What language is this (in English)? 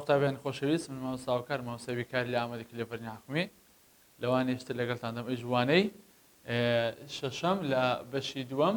Central Kurdish